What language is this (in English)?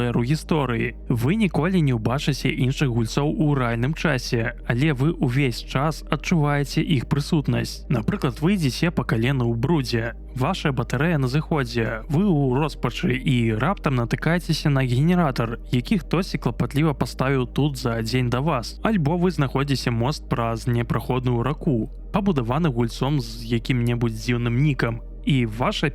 Belarusian